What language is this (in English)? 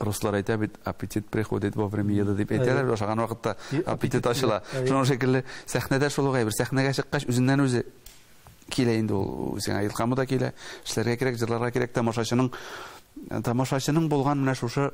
Tatar